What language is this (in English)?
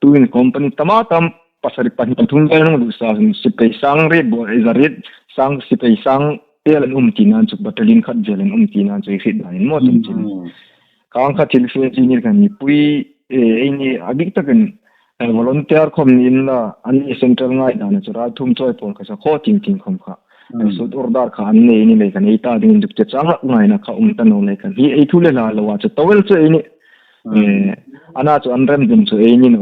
Hmar